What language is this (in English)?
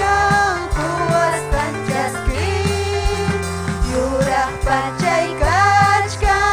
Ayacucho Quechua